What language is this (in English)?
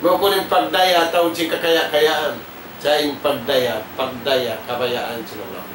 Tausug